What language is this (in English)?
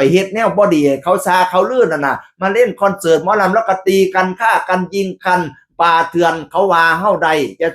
Northeastern Thai